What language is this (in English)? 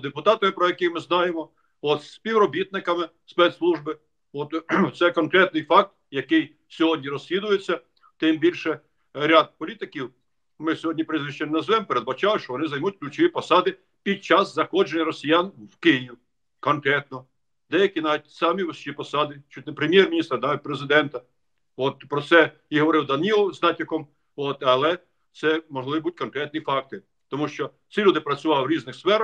Ukrainian